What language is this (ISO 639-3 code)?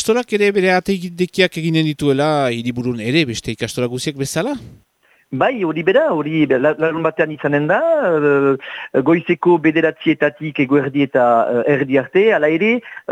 eus